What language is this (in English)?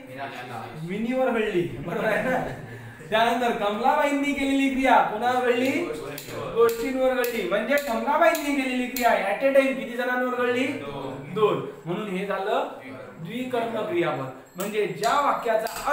Marathi